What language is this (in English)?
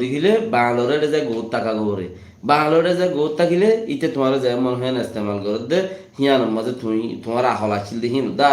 Rohingya